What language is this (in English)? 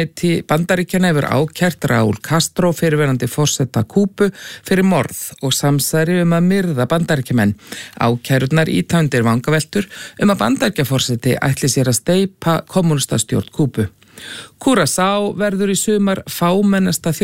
Icelandic